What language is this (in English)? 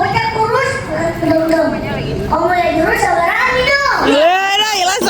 Betawi